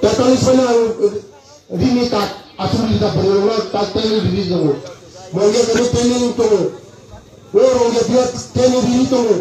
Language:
Kok Borok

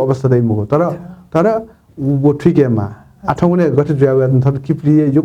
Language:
Newari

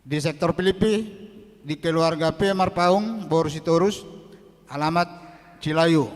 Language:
Batak Toba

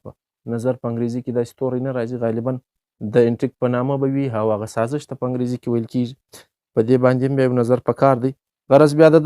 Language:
Pashto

